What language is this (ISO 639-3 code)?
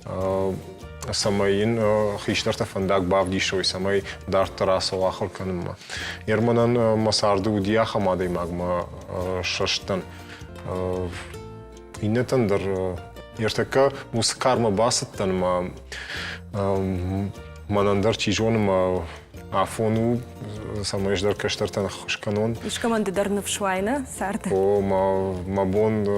oss